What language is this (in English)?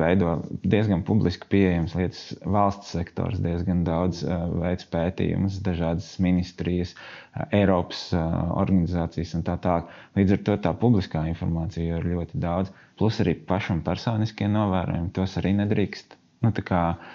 Latvian